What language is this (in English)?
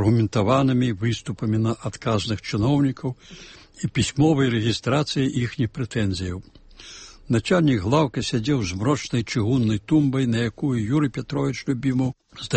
Belarusian